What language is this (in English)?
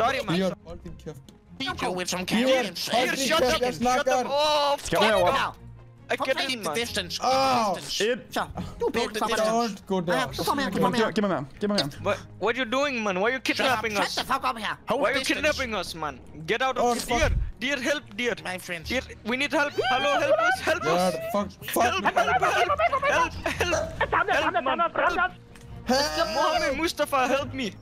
Danish